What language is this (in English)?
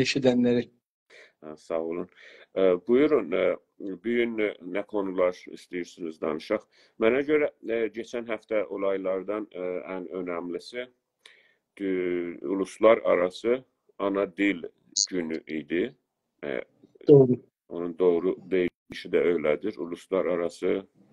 South Azerbaijani